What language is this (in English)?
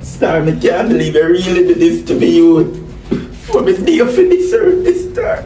Jamaican Creole English